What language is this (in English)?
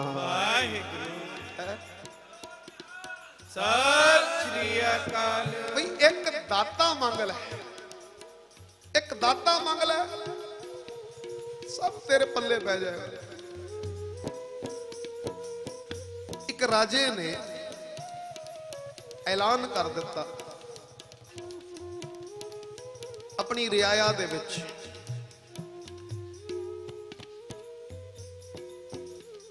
Punjabi